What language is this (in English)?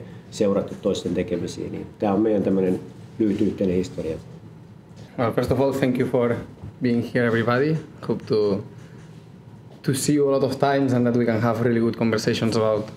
Finnish